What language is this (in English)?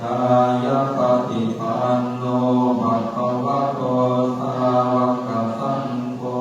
Pali